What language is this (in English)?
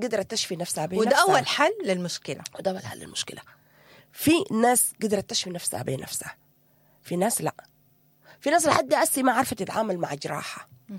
Sudanese Arabic